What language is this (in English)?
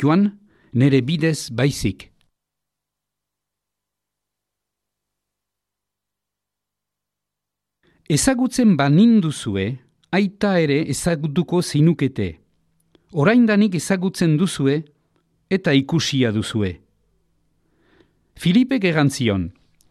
Basque